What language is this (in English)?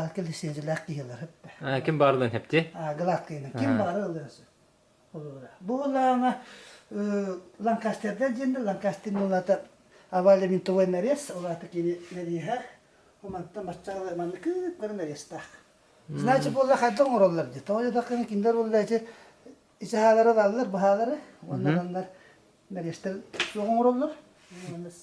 Yakut